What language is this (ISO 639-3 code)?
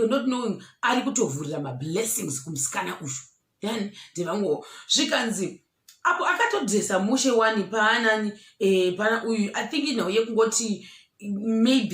sna